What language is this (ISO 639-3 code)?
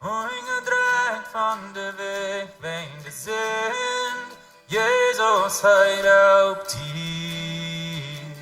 pdt